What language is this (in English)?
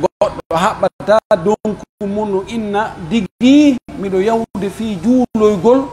Pular